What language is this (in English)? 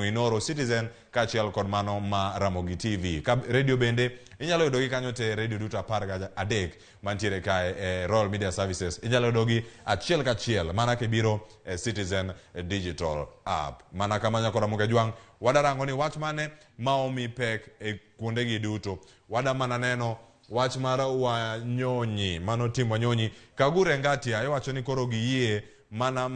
Luo (Kenya and Tanzania)